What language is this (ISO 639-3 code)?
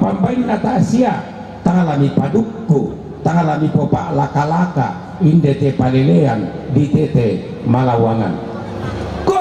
sda